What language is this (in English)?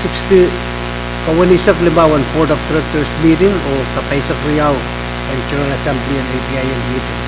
Pohnpeian